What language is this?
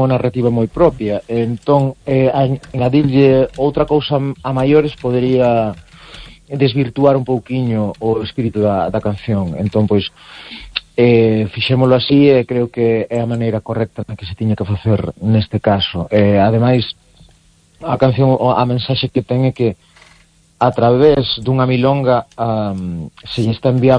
Galician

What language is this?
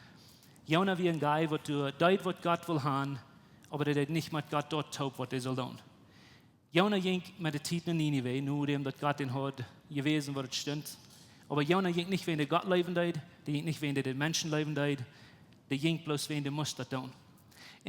Plautdietsch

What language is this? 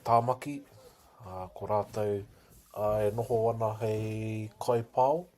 Māori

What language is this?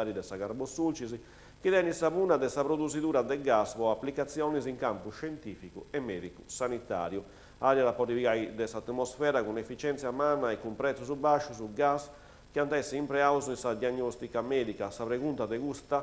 Sardinian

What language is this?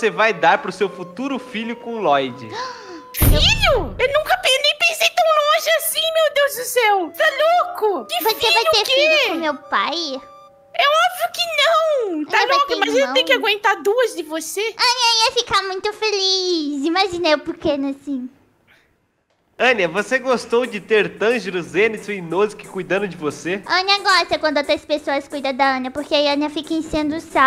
Portuguese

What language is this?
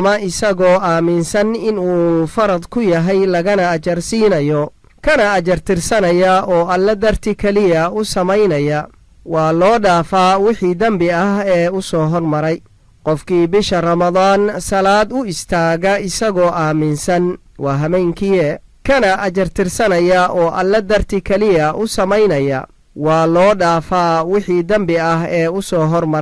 Somali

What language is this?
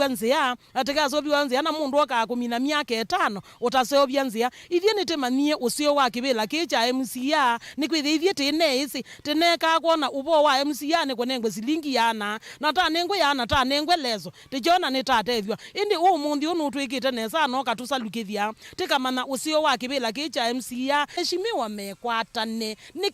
Kamba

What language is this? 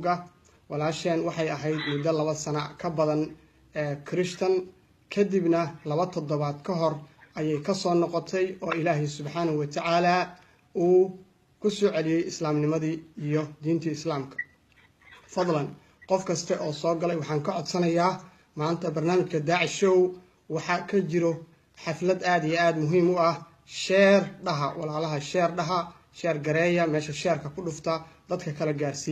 Somali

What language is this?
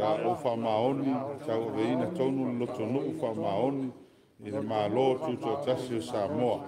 Samoan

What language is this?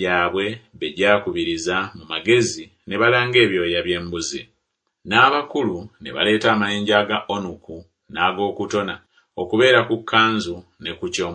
Ganda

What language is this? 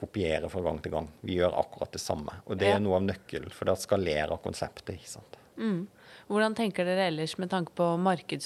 Norwegian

